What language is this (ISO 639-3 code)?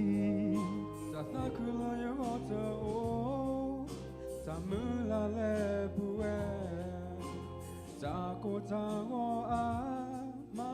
ksw